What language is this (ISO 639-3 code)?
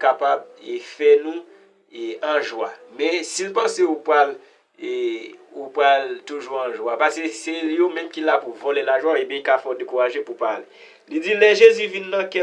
hat